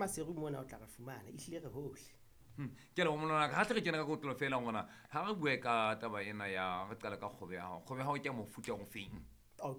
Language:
Southern Sotho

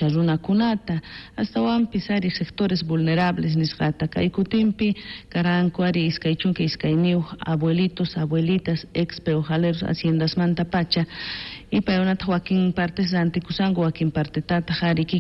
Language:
South Bolivian Quechua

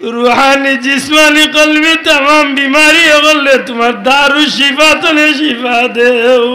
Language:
Sylheti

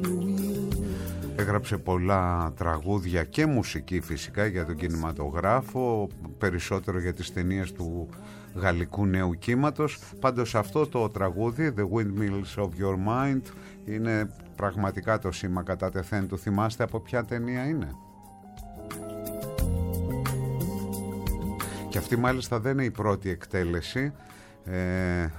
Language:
Greek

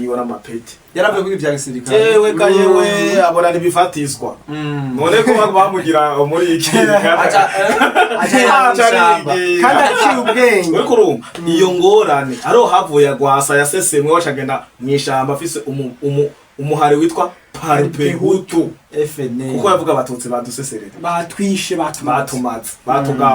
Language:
Rundi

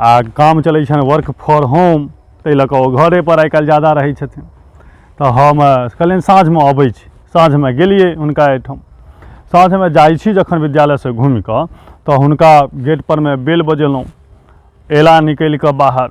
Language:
Maithili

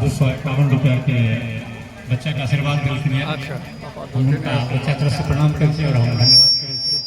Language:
Maithili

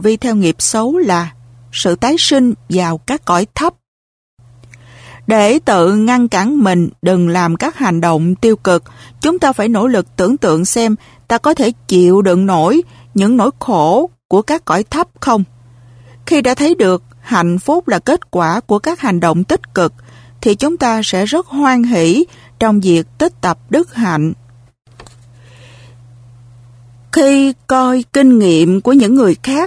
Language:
Vietnamese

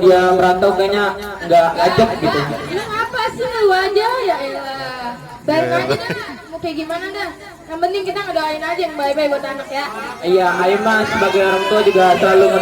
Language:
Betawi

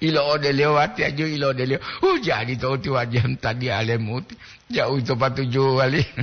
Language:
Gorontalo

